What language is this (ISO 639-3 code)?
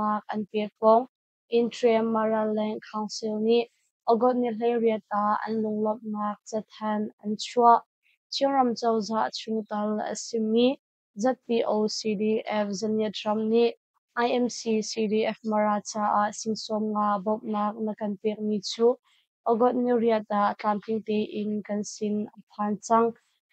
cnh